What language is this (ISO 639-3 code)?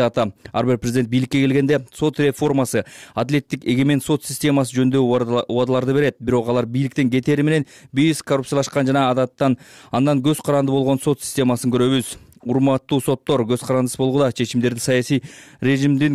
kir